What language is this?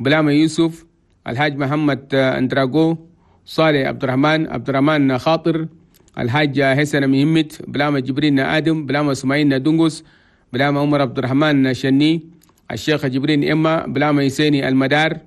Chadian Arabic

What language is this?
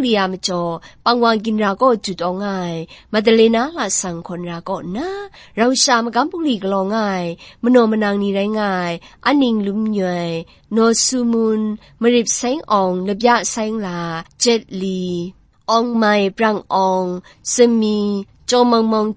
Kachin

